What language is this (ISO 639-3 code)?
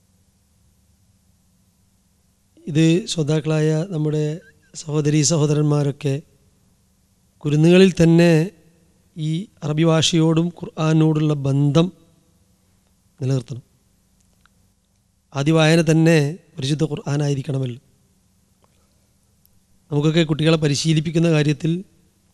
mal